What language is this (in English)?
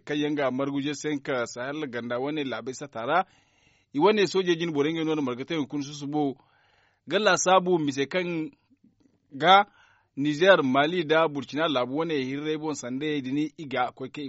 Zarma